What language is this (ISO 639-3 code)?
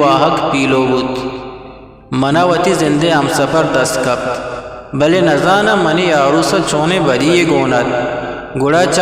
bgp